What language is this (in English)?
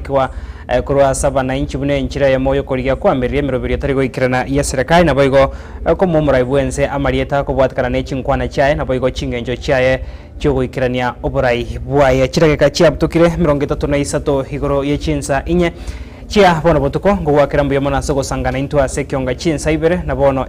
Gusii